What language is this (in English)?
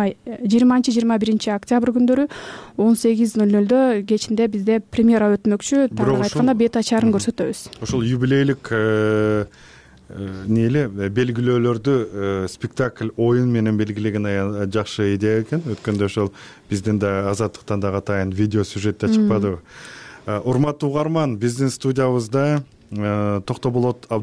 Kyrgyz